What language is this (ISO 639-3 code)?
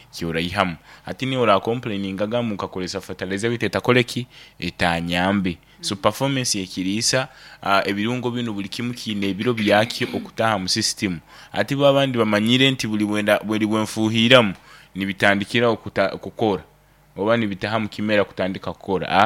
nyn